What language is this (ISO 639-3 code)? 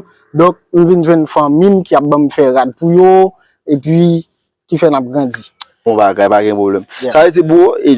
hat